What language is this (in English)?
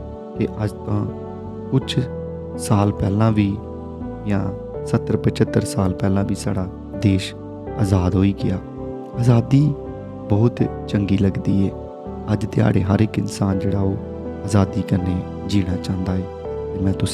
Dogri